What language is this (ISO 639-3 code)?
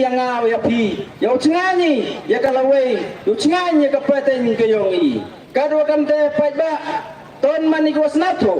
pbv